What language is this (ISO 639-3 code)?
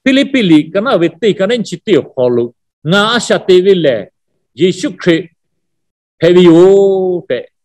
lhu